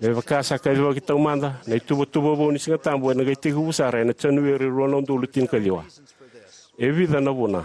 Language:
Fijian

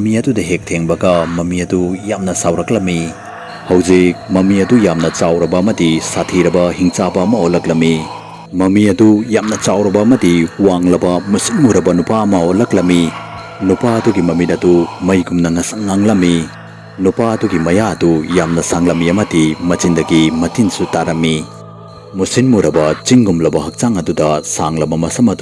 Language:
Manipuri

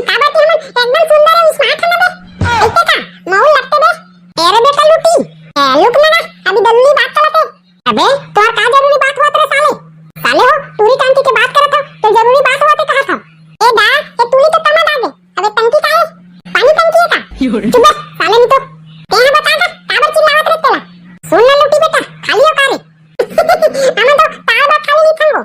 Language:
Chhattisgarhi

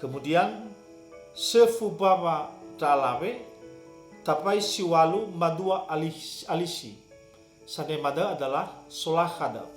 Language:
Nias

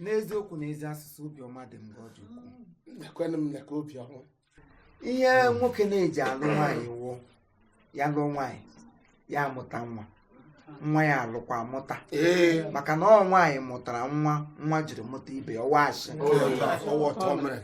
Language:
Igbo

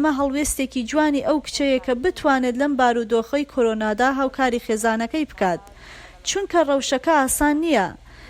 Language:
Central Kurdish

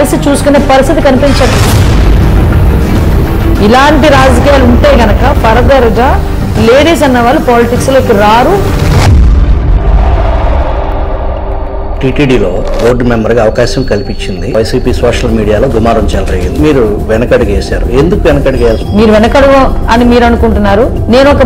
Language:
Telugu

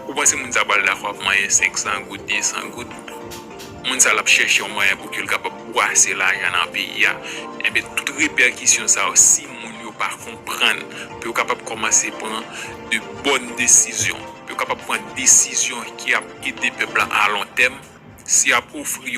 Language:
Haitian Creole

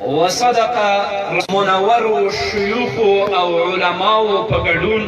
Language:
Pashto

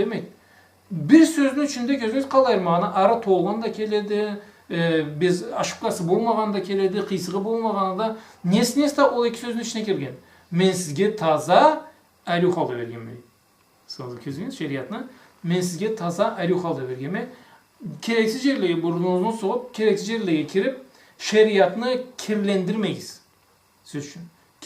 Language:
Karachay-Balkar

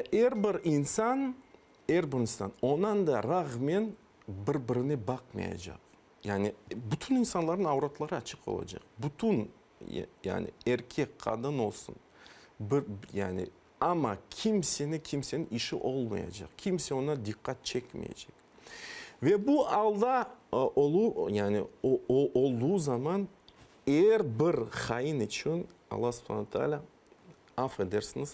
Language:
Crimean Tatar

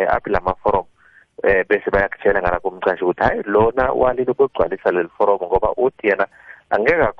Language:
South Ndebele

